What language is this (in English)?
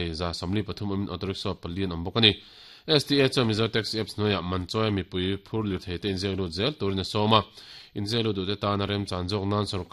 Mizo